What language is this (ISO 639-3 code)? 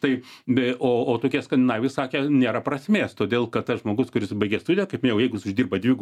lit